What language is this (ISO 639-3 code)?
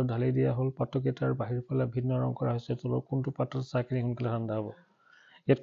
asm